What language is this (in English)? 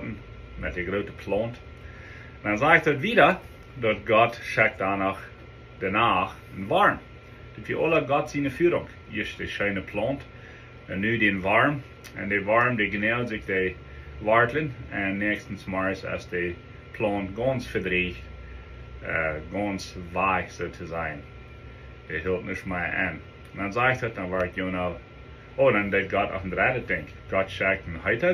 Plautdietsch